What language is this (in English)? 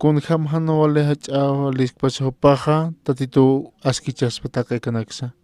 Aymara